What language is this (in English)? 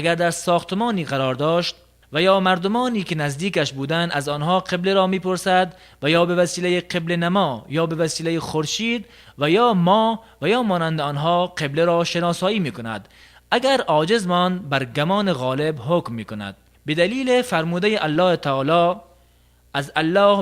Tajik